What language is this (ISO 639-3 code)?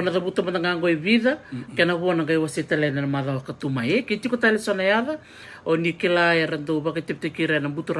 fij